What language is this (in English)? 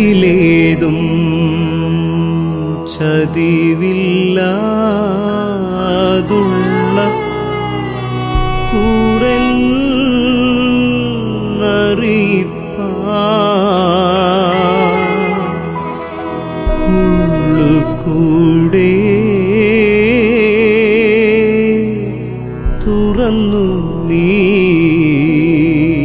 Malayalam